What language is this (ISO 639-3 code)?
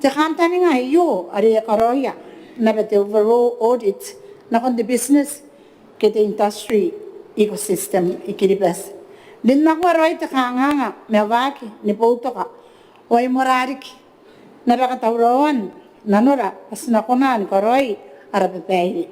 gil